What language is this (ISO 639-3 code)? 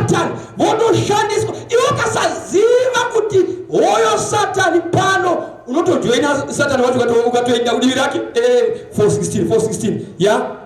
sna